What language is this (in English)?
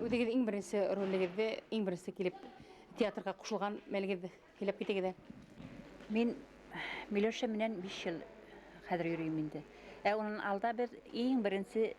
Bashkir